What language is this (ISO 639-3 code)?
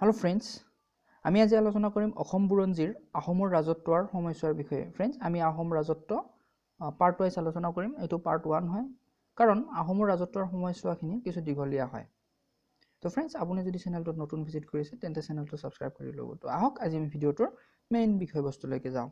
asm